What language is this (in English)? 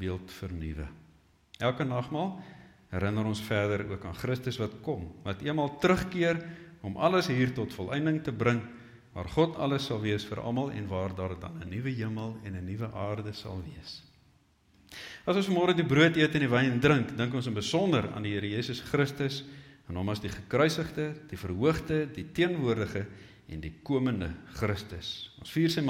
Afrikaans